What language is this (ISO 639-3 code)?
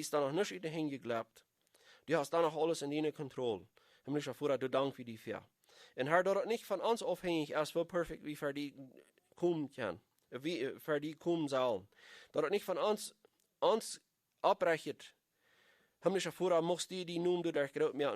pdt